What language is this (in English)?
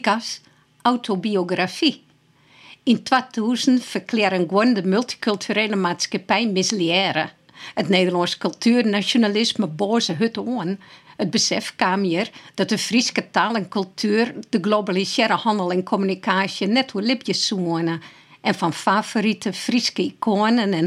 Western Frisian